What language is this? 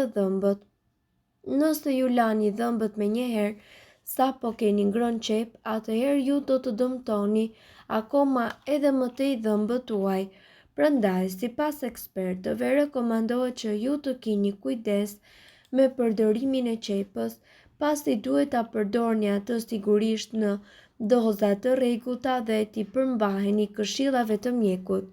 Albanian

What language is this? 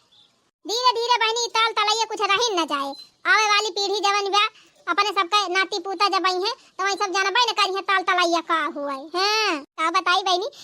Awadhi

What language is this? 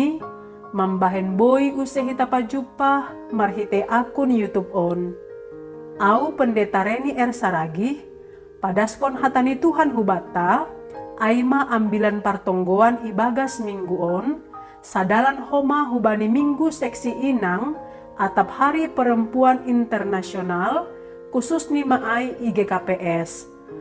Batak Simalungun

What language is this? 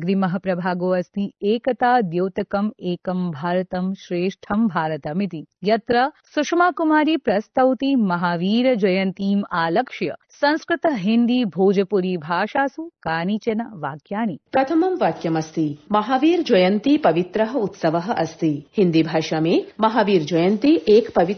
Sanskrit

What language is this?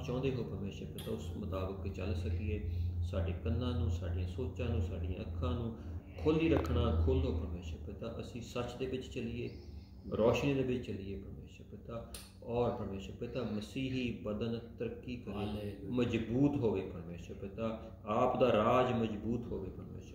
Punjabi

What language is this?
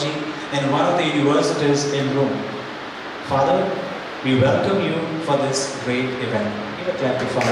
Konkani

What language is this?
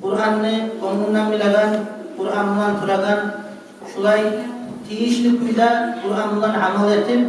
Kumyk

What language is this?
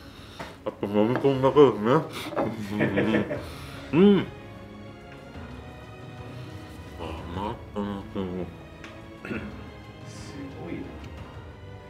Japanese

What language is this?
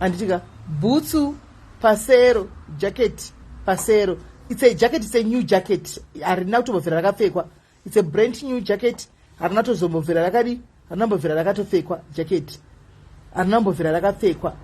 Shona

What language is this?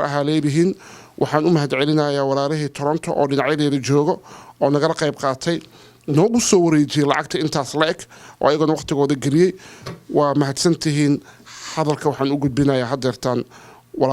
Somali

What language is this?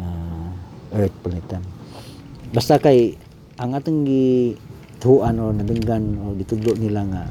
Cebuano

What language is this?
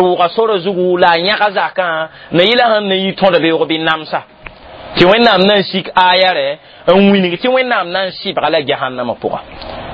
Mossi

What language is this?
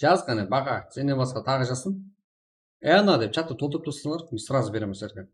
Kara-Kalpak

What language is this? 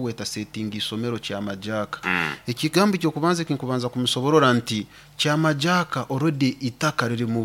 Nyoro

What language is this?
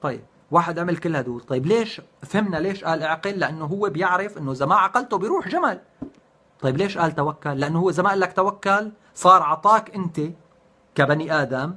North Levantine Arabic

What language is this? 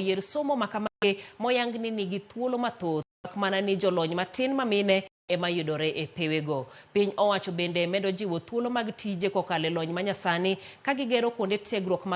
Luo (Kenya and Tanzania)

